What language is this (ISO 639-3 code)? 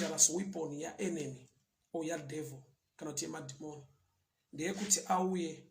sna